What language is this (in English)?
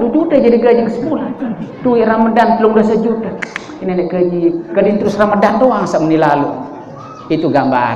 Sasak